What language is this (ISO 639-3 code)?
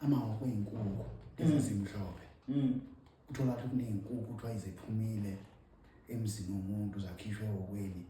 zul